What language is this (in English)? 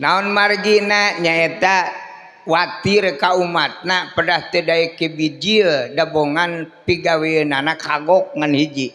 Sundanese